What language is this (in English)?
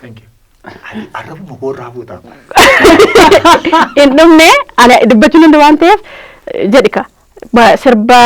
Oromo